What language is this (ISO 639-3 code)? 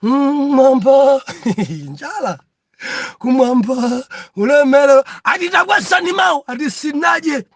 nya